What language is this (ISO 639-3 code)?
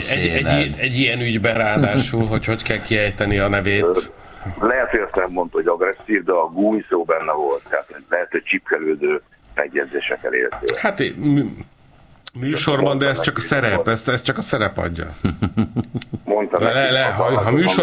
hun